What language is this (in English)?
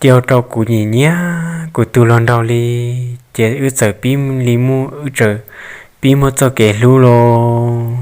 Hmong